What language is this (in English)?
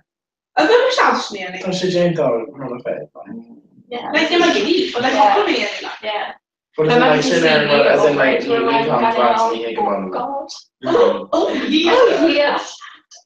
Irish